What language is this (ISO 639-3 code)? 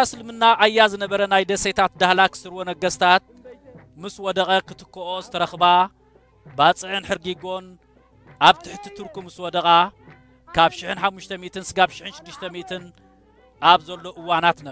tir